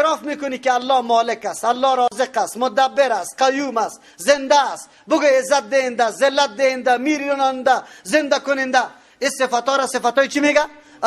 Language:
Persian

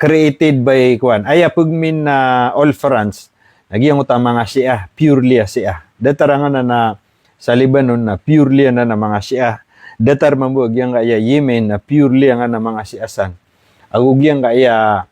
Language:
Maranao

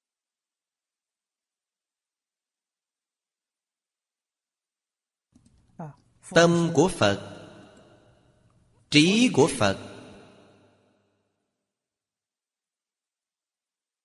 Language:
Vietnamese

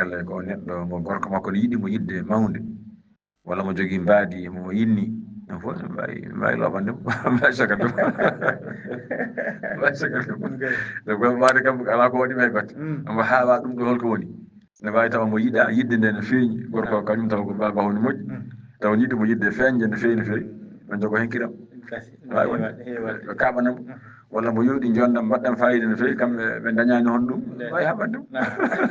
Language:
Fula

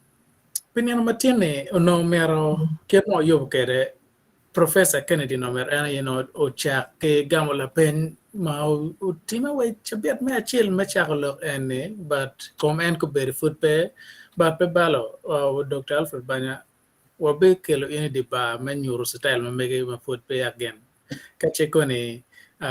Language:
Acoli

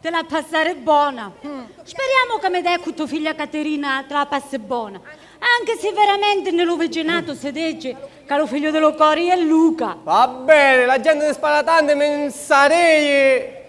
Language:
Sicilian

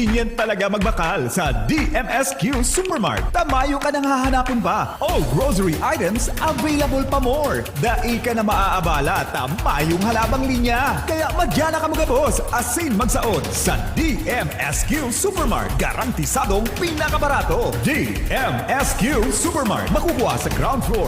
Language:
Bikol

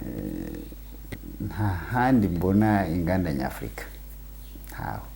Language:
Kinyarwanda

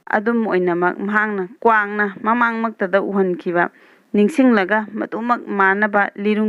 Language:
Manipuri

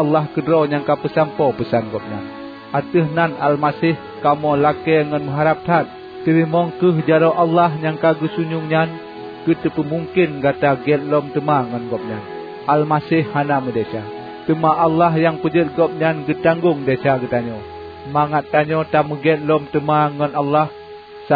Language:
Achinese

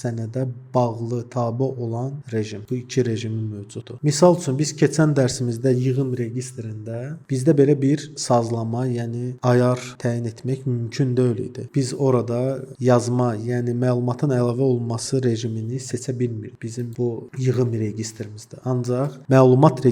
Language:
Azerbaijani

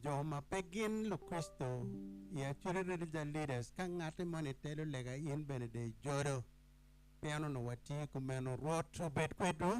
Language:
Acoli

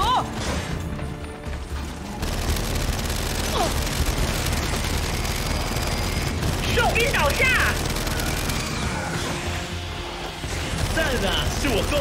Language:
Chinese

